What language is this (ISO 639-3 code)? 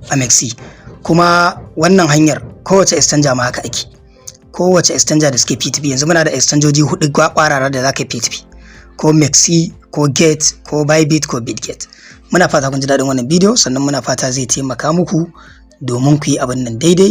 hau